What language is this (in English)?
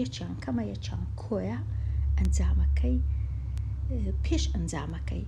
Central Kurdish